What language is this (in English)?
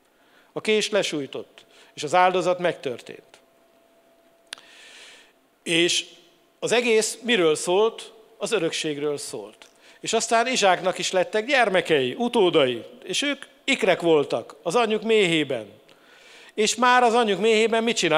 Hungarian